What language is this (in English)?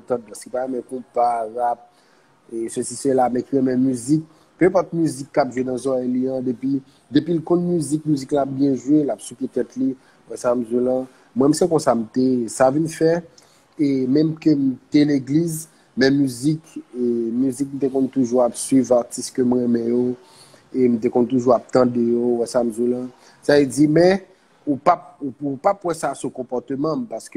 Haitian Creole